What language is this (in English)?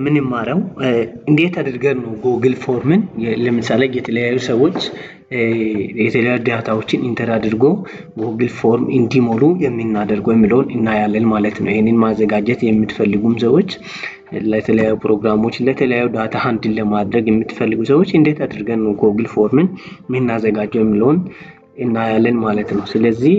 Amharic